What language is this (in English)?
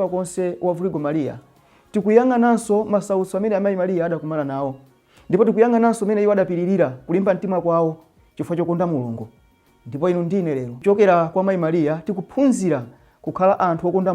Nyanja